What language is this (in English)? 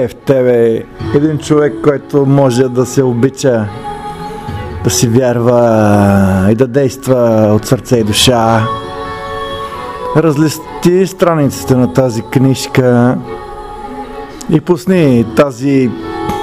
Bulgarian